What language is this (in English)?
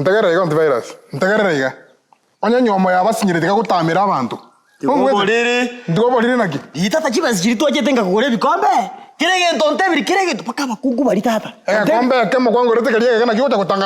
Gusii